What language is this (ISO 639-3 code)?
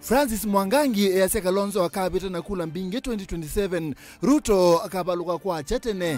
kam